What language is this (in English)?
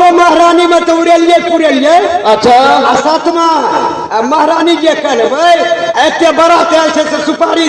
Maithili